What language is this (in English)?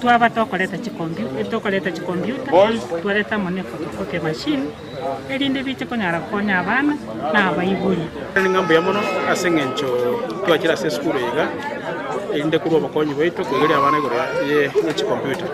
Gusii